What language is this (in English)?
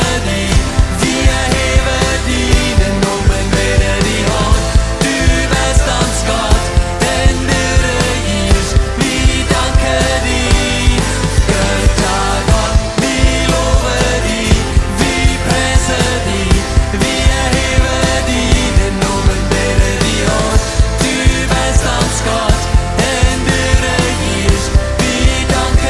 Plautdietsch